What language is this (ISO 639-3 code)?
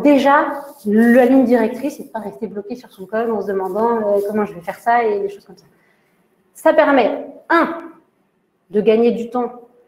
fra